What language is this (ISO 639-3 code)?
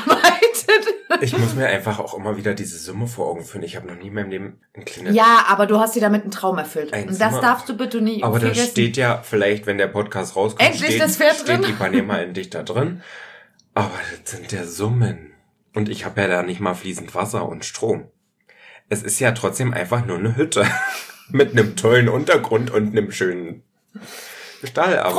deu